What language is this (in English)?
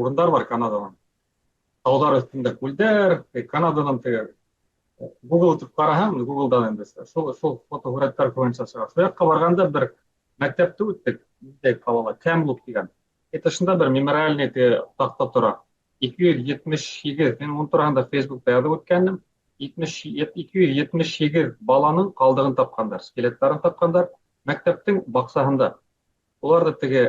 Bashkir